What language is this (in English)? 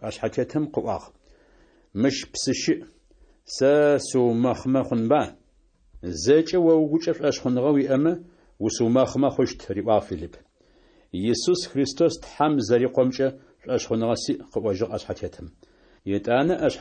Adyghe